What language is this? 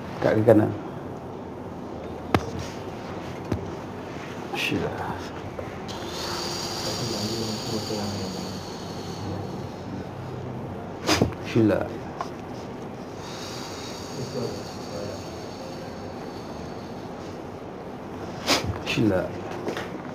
Malay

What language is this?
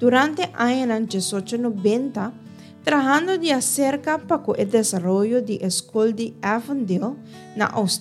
Papiamento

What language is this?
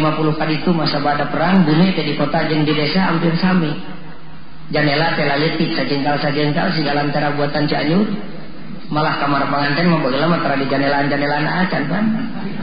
Sundanese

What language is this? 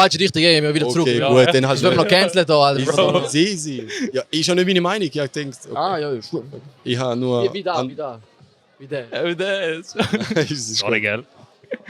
Swiss German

